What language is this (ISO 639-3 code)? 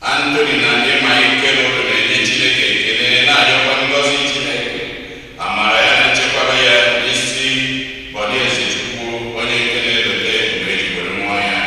ibo